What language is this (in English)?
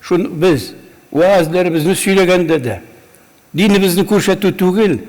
Tatar